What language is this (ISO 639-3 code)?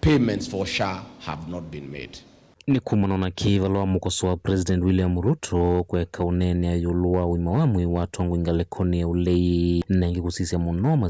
kam